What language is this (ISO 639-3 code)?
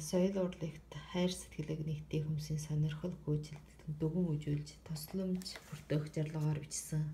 mon